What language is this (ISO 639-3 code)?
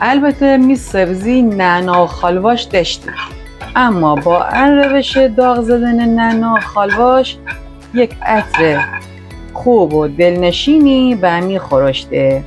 glk